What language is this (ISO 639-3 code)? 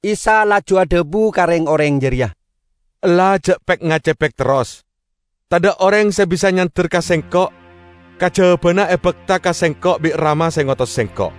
mad